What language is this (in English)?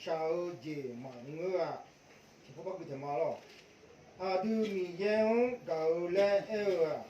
Akha